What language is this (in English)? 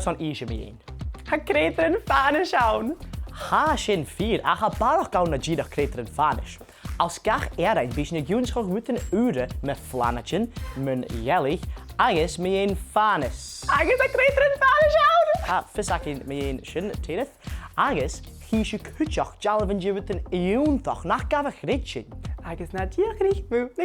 Scottish Gaelic